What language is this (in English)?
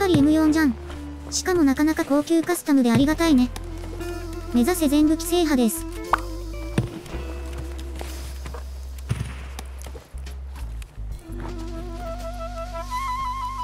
Japanese